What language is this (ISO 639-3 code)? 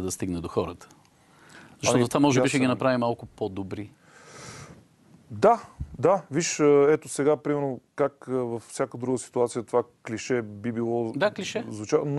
bul